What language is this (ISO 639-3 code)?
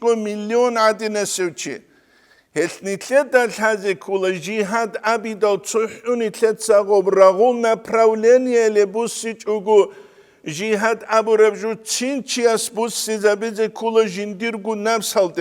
ava